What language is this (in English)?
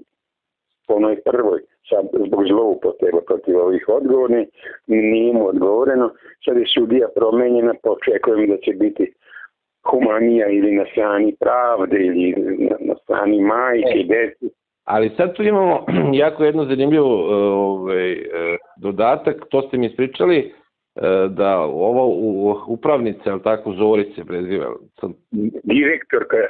Serbian